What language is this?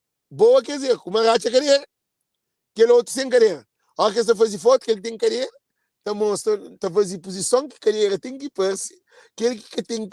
Kabuverdianu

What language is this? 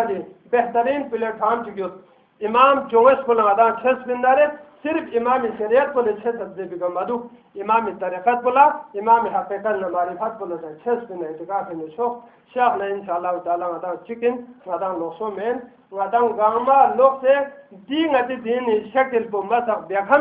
Urdu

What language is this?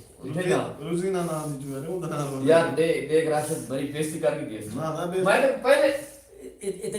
Saraiki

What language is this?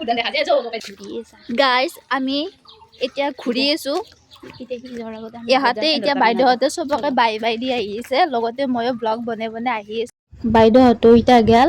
Assamese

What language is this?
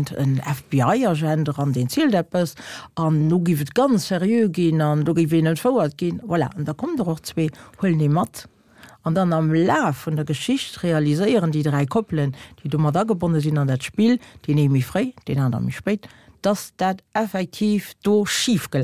Luxembourgish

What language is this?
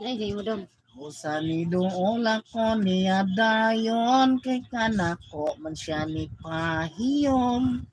Cebuano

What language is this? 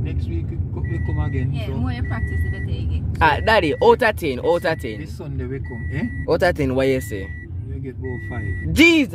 Jamaican Creole English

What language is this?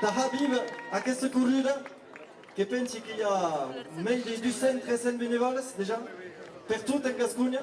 Occitan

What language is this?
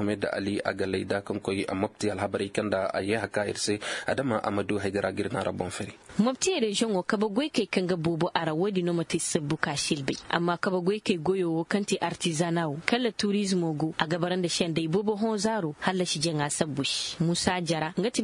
Koyraboro Senni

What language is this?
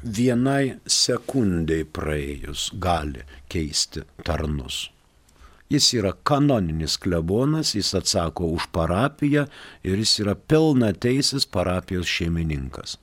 Lithuanian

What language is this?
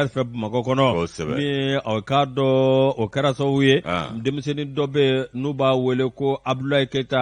Bambara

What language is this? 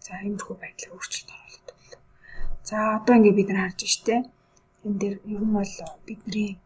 Mongolian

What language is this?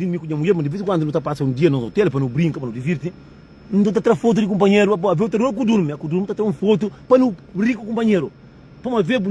Kabuverdianu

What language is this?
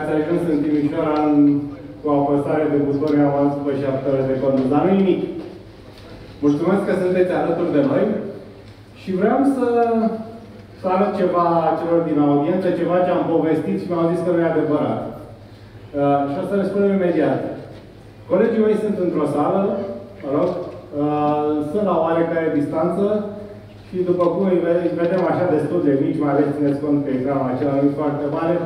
Romanian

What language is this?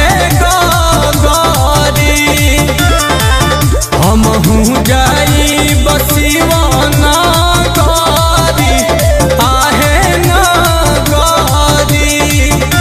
Bhojpuri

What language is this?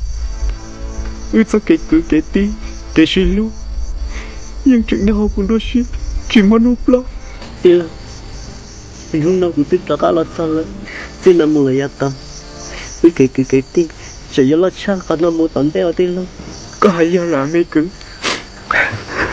Vietnamese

